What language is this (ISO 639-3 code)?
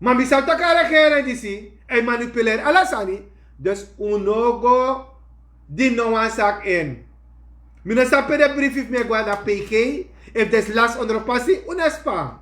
srn